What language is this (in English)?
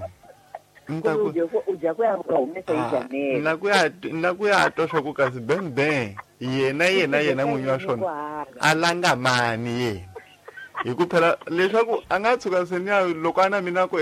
Tsonga